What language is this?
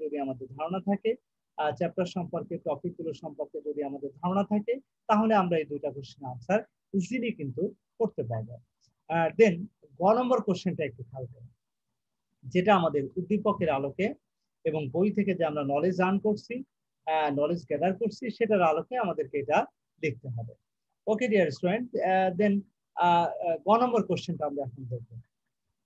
Bangla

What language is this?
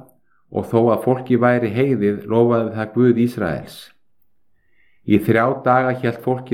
Icelandic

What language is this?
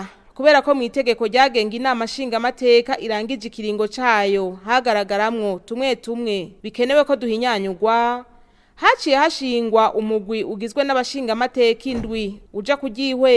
Rundi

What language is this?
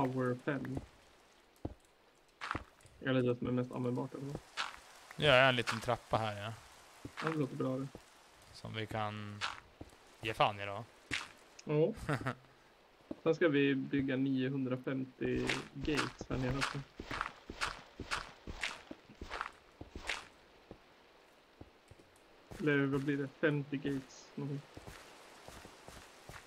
Swedish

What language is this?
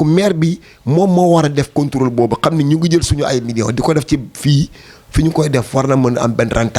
Wolof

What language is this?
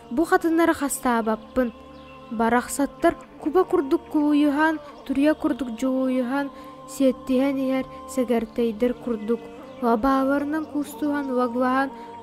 Yakut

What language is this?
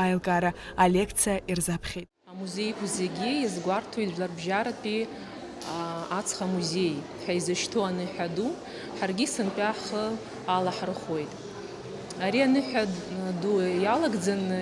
Abkhazian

